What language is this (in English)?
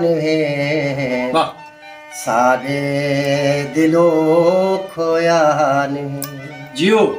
Saraiki